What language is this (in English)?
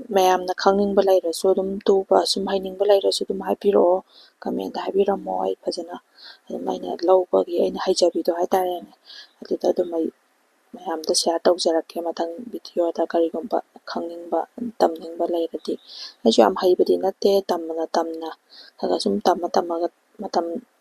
Manipuri